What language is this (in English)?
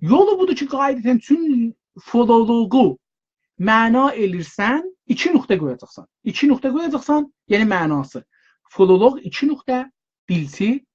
South Azerbaijani